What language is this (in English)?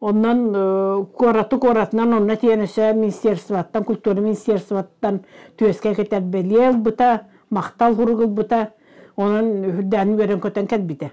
Yakut